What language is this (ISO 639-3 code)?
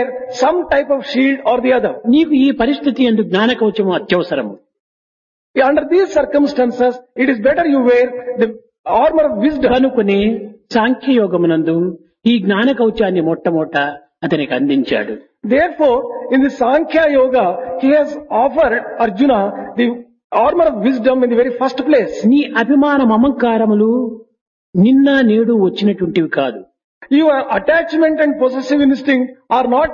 tel